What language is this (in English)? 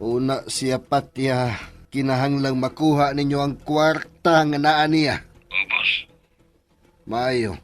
Cebuano